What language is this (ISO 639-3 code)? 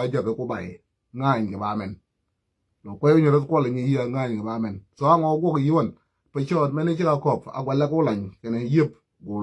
nus